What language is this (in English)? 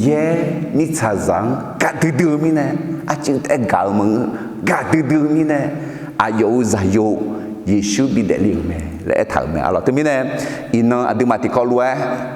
Akha